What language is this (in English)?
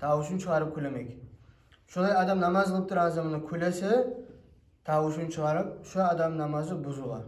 Kumyk